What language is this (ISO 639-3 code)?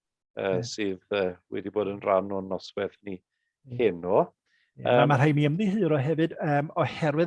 cym